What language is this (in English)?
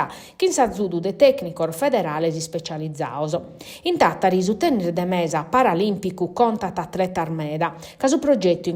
Sardinian